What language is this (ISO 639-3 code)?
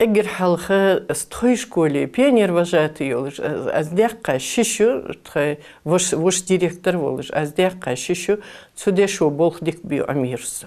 inh